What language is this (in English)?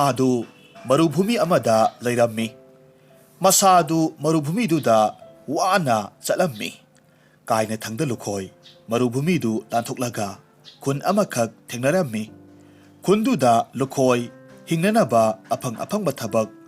Manipuri